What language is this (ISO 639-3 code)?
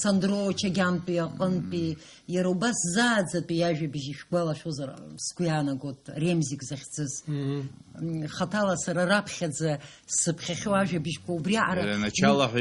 abk